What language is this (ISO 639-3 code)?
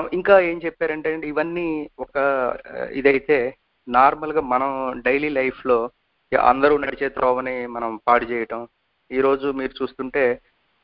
tel